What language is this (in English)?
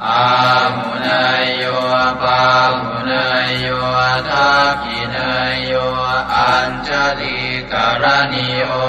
Pali